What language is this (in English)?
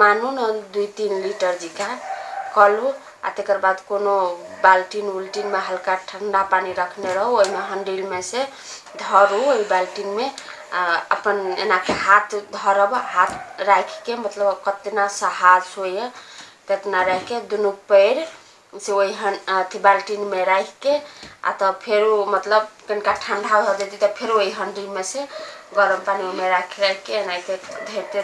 Maithili